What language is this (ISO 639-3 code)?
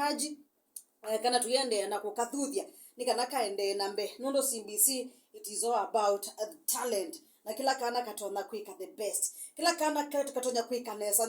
kam